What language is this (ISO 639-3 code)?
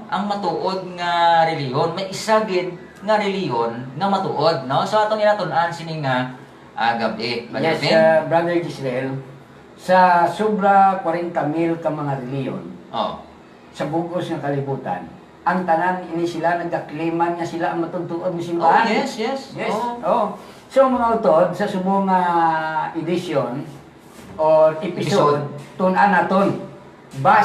hil